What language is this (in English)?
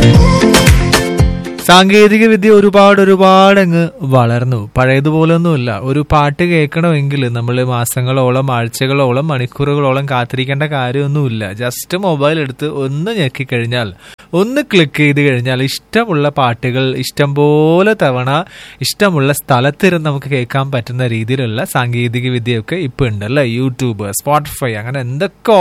Malayalam